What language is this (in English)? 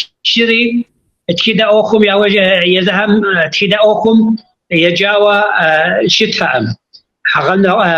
Kabardian